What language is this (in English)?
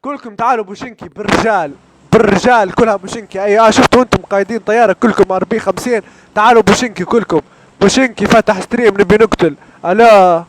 Libyan Arabic